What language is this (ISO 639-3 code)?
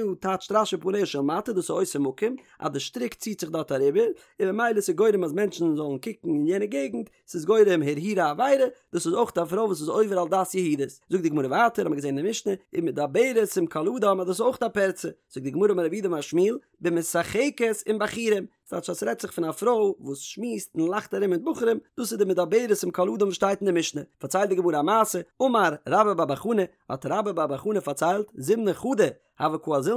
yid